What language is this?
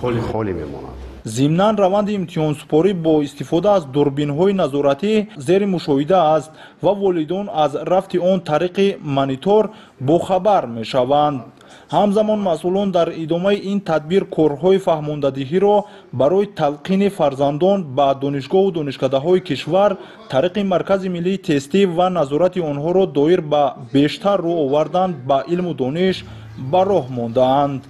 Tajik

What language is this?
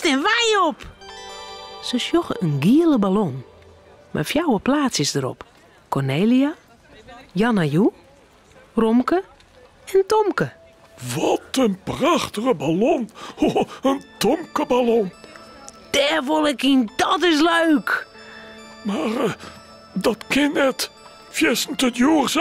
Western Frisian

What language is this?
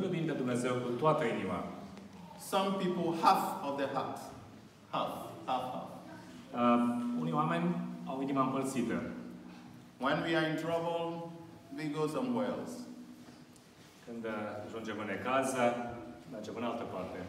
Romanian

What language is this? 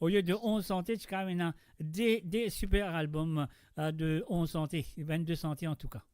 Morisyen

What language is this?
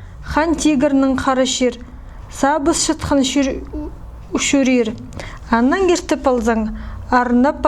Khakas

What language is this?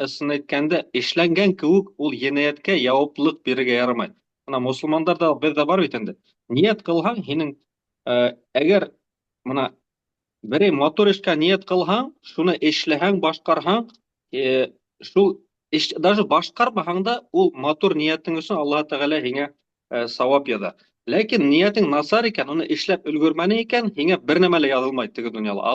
Bashkir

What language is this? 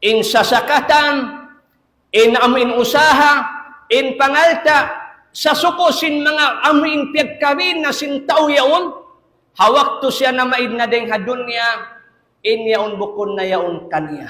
Tausug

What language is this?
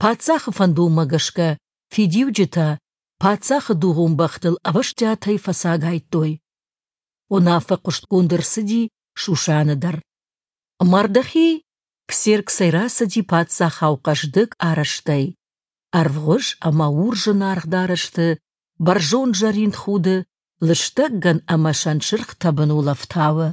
Ossetic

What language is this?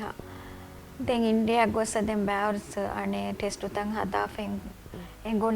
Divehi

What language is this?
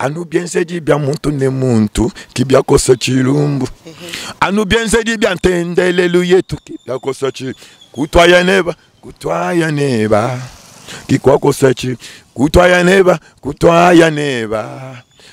Luba-Lulua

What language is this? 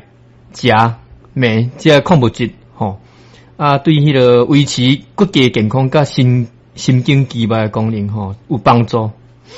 Min Nan Chinese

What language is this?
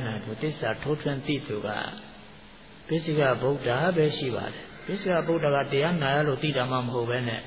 Burmese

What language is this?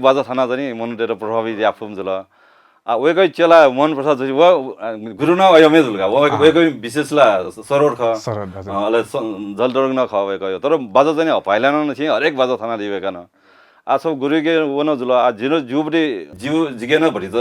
Newari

